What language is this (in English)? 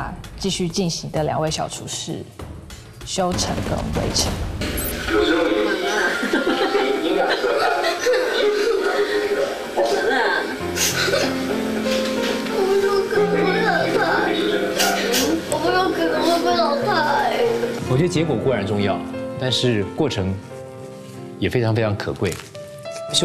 Chinese